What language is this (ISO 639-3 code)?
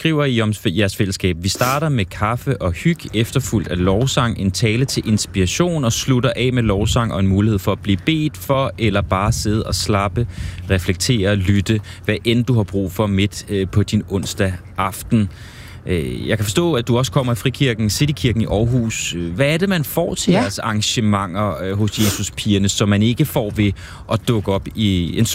dan